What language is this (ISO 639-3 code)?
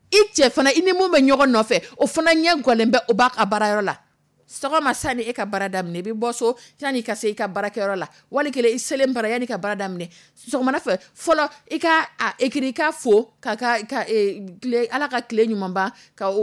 dyu